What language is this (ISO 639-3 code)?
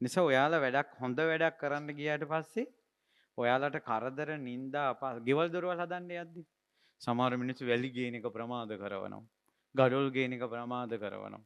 sin